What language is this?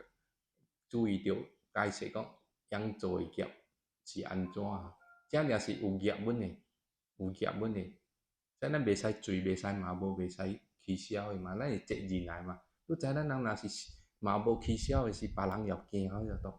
Min Nan Chinese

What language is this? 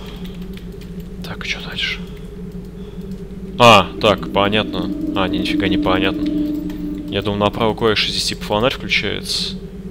Russian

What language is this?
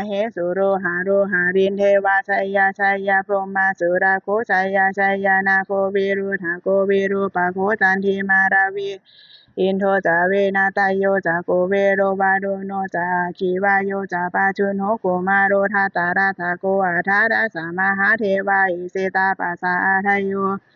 Pali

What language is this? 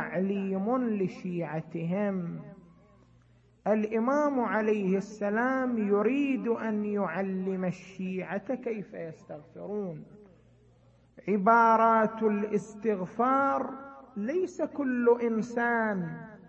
Arabic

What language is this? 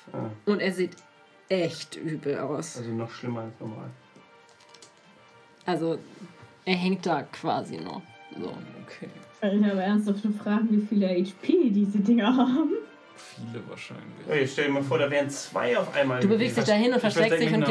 German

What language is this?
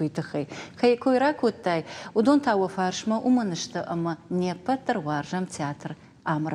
Ossetic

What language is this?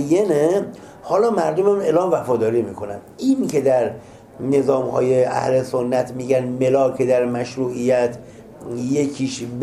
Persian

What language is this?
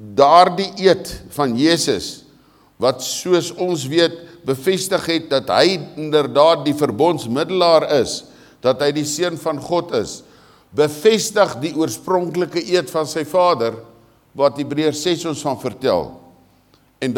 Afrikaans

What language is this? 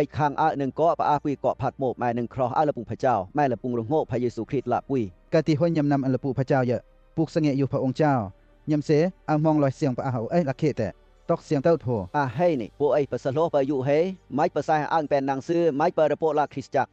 Western Lawa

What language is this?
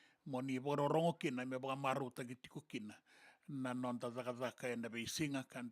Fijian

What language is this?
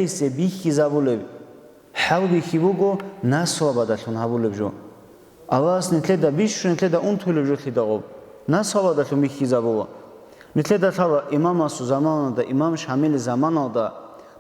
Avaric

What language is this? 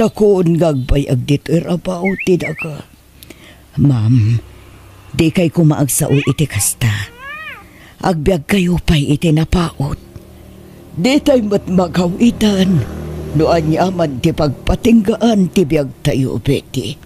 Iloko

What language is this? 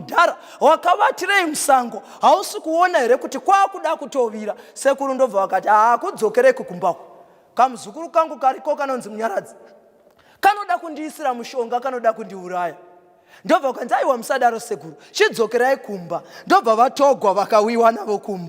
Shona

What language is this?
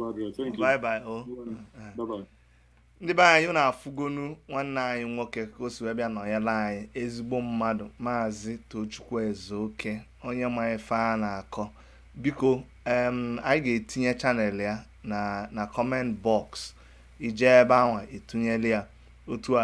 Igbo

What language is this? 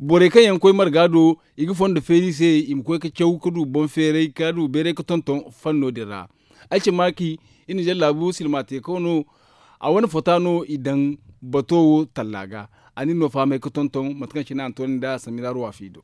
Zarma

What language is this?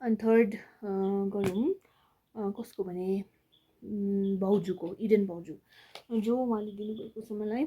Nepali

